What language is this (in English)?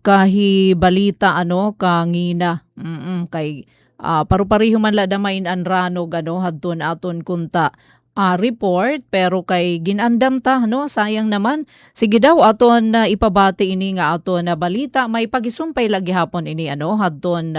Waray